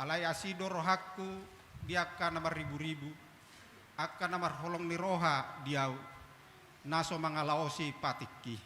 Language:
Batak Toba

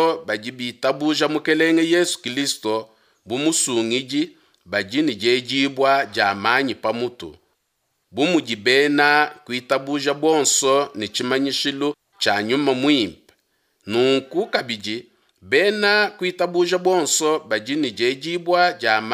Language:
Luba-Lulua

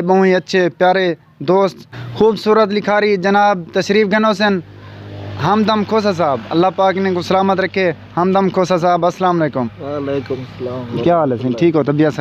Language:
Saraiki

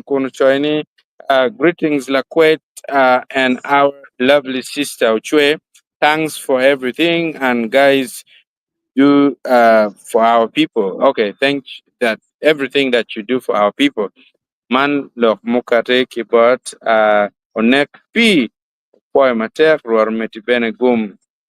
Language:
Acoli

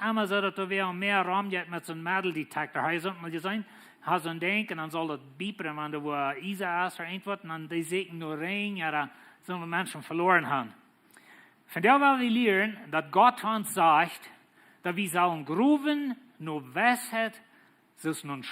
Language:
Plautdietsch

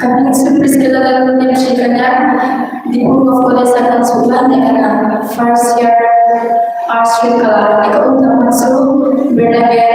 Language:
Hmar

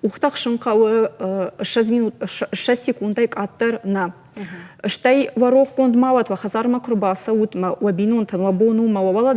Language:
Ossetic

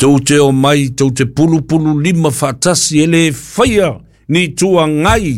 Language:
Samoan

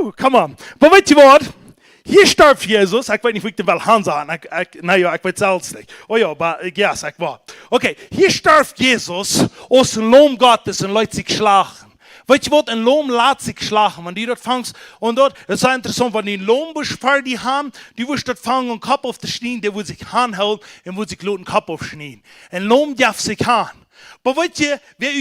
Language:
Plautdietsch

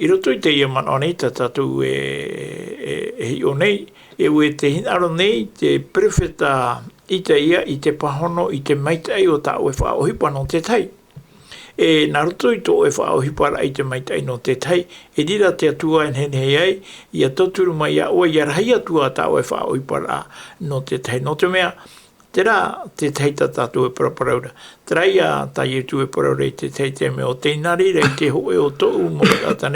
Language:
Tahitian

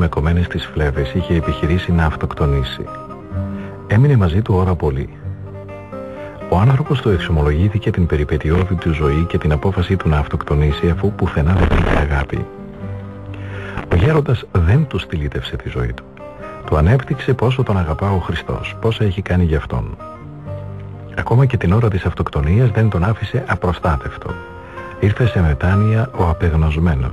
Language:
Greek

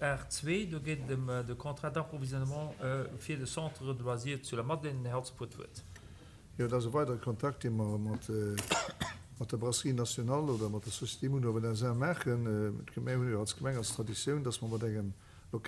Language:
Luxembourgish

